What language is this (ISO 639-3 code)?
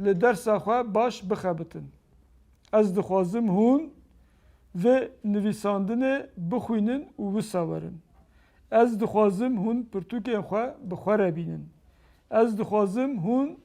kur